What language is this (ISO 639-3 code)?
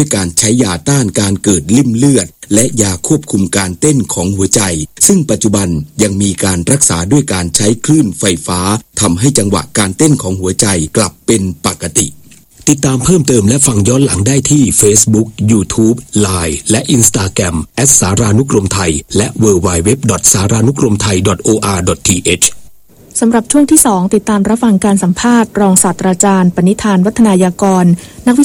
tha